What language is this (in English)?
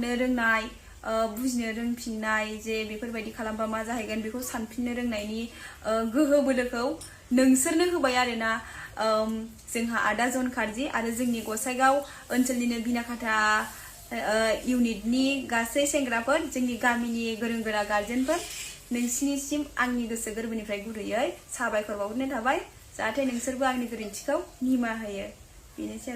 Bodo